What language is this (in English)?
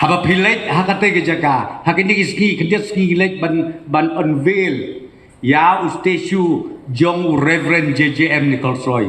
Khasi